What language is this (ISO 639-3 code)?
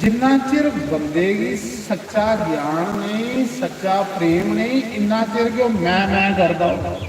doi